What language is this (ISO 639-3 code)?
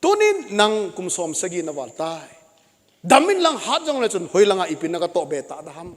tcz